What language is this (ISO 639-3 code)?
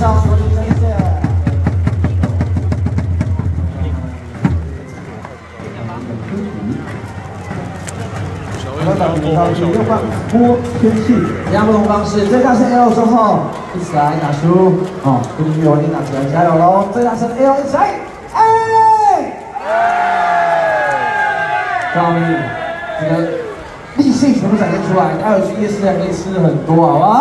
zho